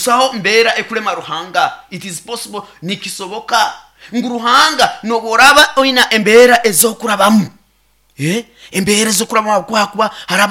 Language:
Nyoro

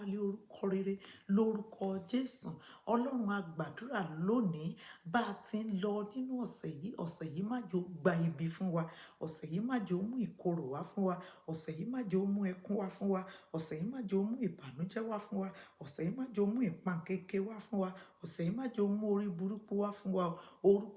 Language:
Yoruba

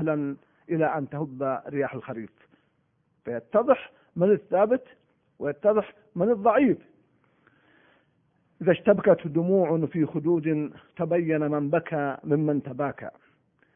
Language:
Arabic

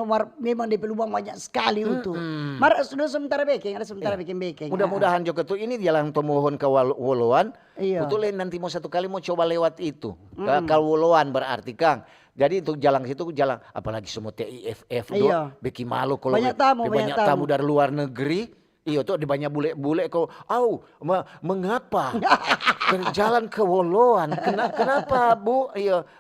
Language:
Manado Malay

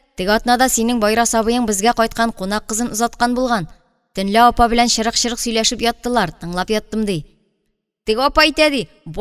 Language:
Tatar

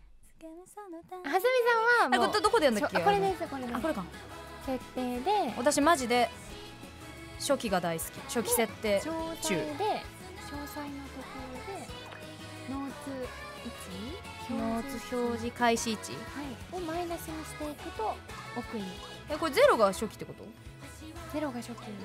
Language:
Japanese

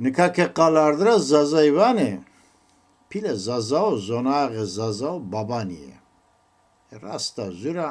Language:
Zaza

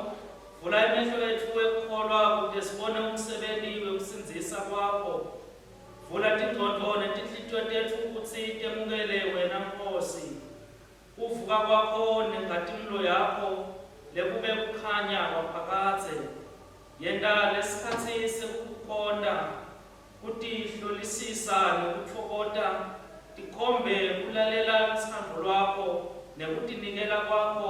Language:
Swati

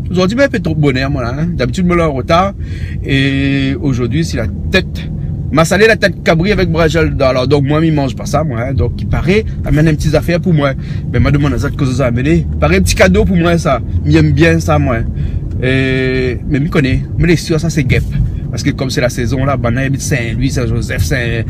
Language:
Réunion Creole French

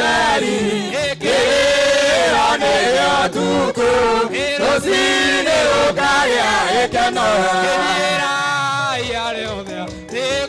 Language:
Kikuyu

